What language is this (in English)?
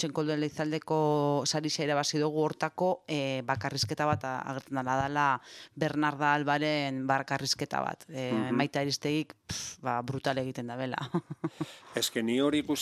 Basque